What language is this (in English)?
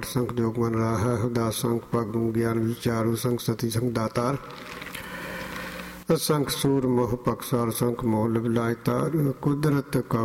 Punjabi